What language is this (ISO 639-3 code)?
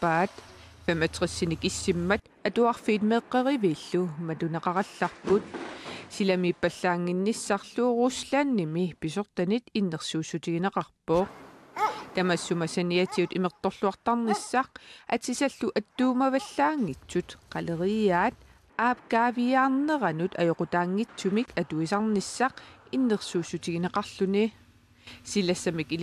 kal